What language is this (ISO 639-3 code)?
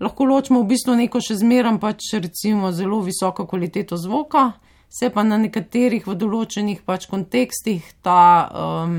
slv